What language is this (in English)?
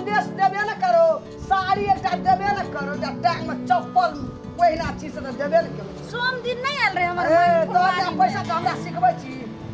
Maithili